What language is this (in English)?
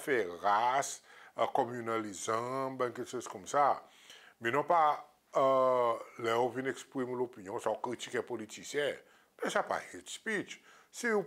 Seselwa Creole French